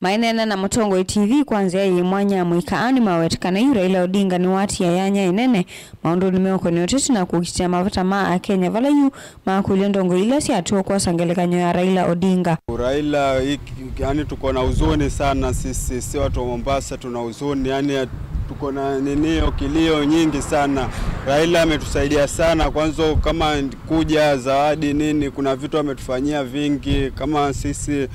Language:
Kamba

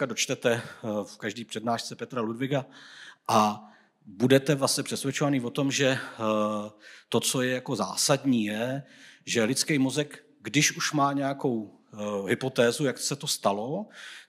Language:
Czech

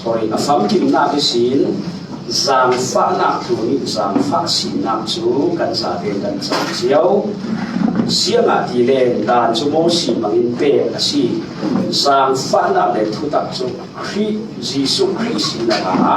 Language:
Falam Chin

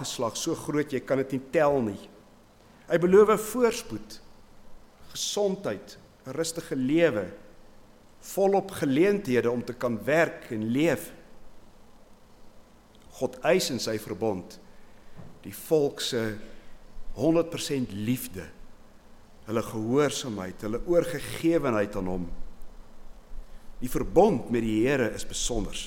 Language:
Afrikaans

